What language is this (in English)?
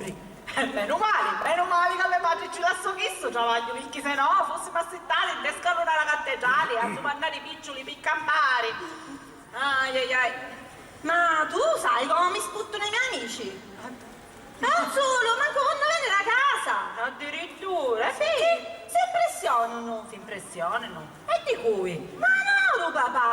Sicilian